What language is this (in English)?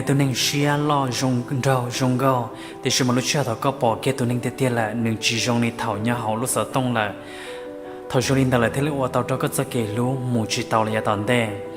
Hmong